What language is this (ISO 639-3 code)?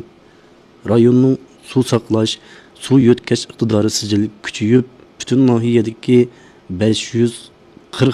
uig